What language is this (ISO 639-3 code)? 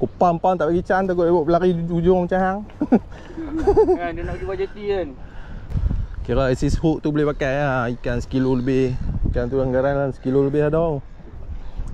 msa